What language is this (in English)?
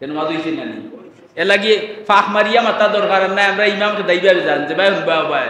Sylheti